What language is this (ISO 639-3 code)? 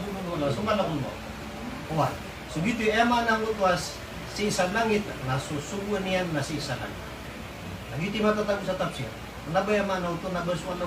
mrw